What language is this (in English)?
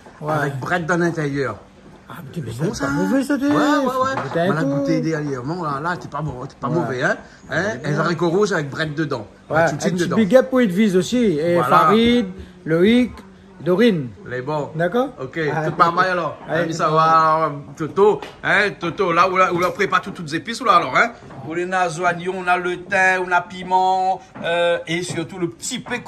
Réunion Creole French